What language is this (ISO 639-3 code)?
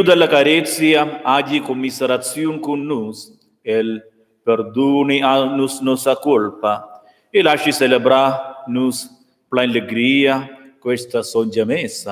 roh